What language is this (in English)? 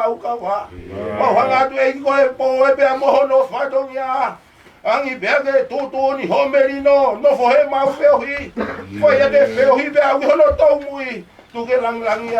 Tongan